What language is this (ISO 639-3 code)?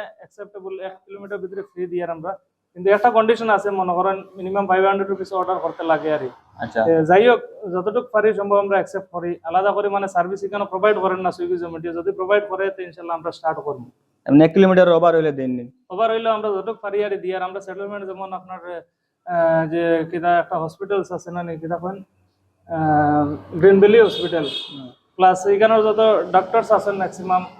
syl